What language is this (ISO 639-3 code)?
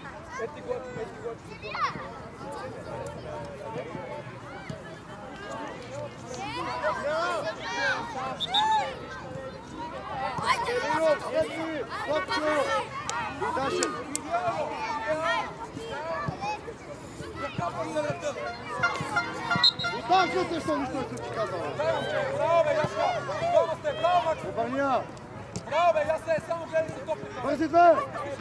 bul